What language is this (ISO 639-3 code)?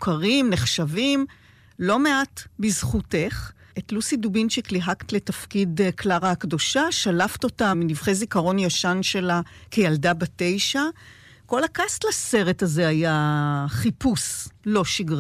heb